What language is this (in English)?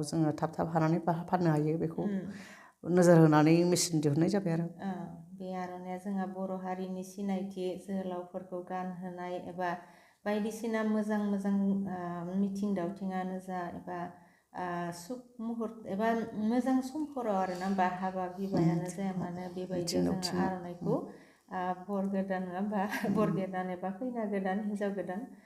Bodo